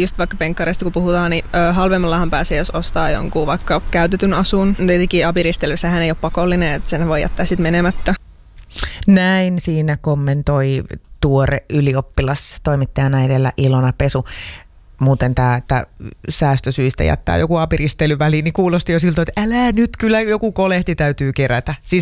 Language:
Finnish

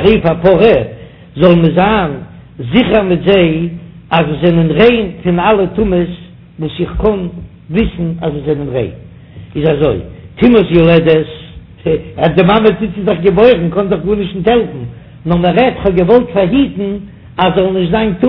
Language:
Yiddish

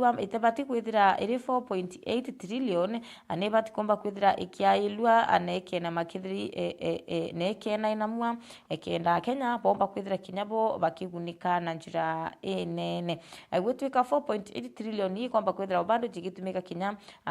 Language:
Meru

